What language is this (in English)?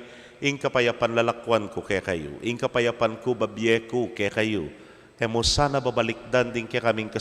Pampanga